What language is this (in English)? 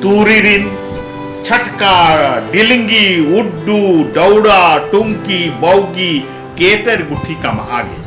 Kurukh